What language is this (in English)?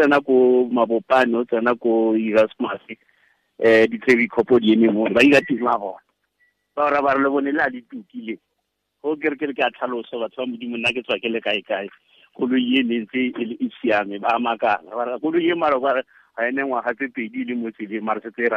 Tswana